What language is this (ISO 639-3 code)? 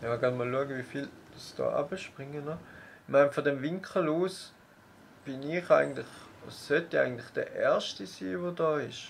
gsw